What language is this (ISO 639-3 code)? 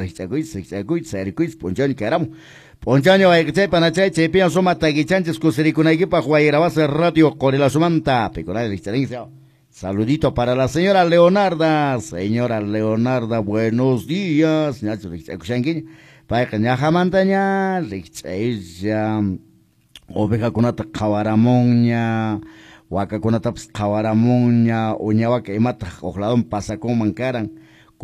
que